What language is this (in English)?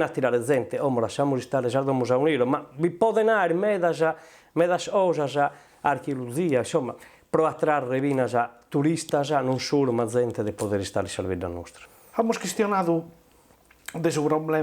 Sardinian